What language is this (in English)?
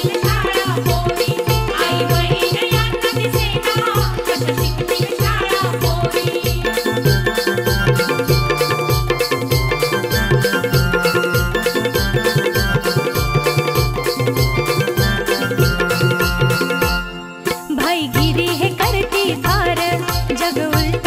Marathi